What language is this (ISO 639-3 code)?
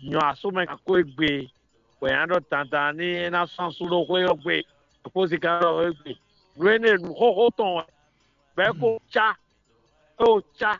fon